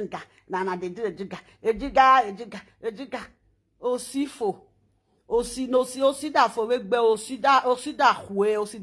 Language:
Nigerian Pidgin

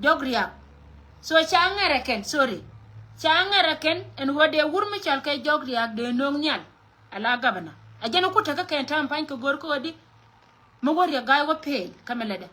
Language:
Nuer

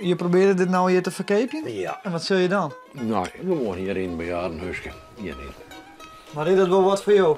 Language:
Western Frisian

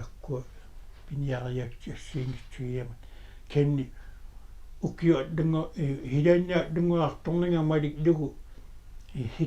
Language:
Kalaallisut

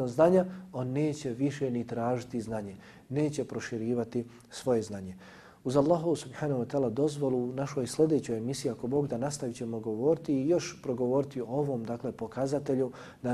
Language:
Bosnian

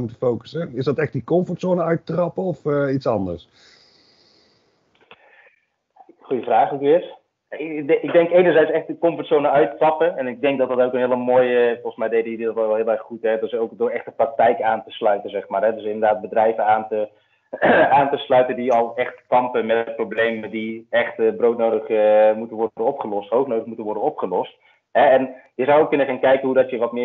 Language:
Dutch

